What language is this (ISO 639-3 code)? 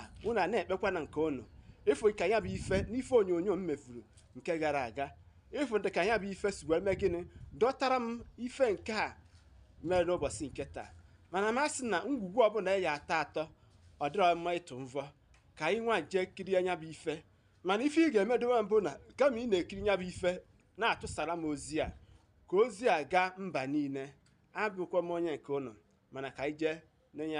ibo